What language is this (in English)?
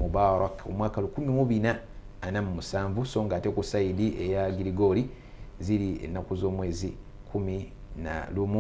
Ganda